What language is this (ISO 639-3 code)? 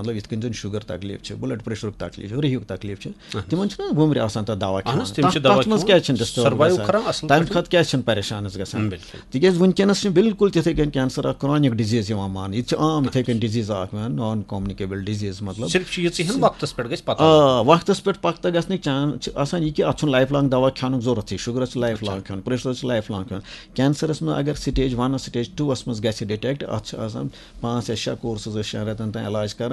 kas